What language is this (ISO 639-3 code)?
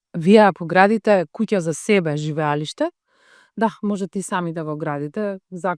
mkd